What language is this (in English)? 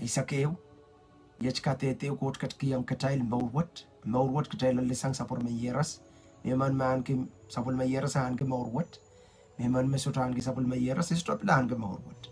Pohnpeian